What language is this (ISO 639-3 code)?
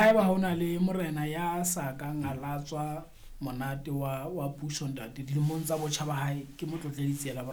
sot